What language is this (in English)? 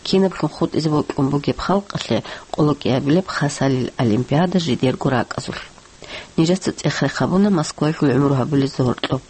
Avaric